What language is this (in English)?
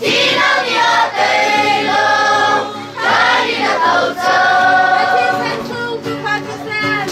Hakha Chin